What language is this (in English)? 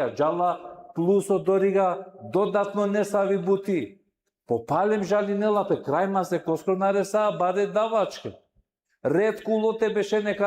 Balkan Romani